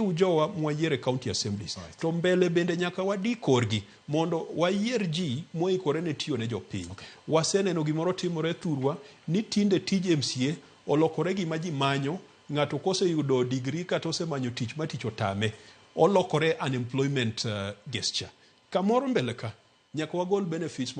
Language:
Luo (Kenya and Tanzania)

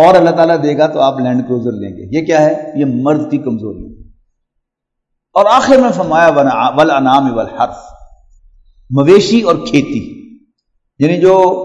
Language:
Urdu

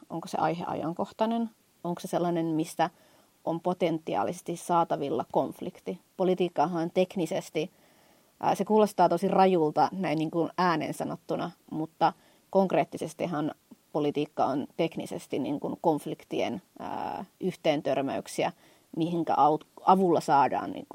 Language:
Finnish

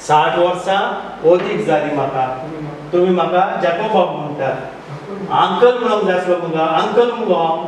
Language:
Konkani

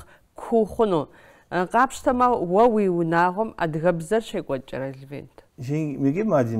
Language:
Kabardian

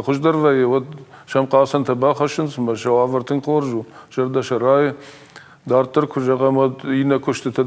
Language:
Ossetic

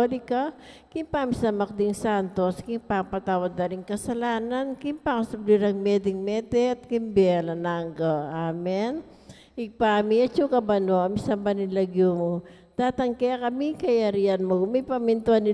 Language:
Pampanga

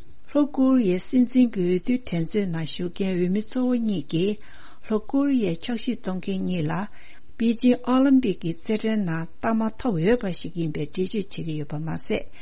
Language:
Tibetan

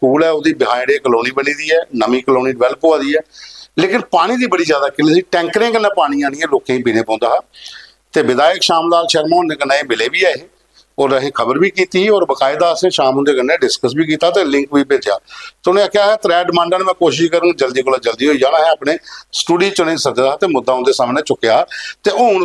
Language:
Dogri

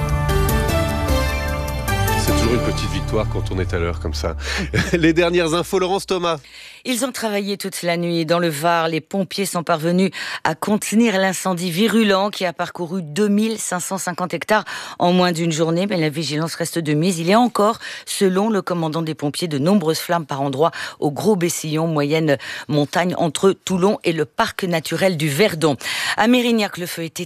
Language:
French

